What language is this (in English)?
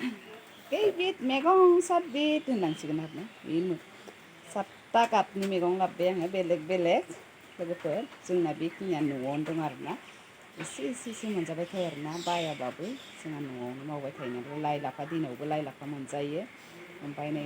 Bodo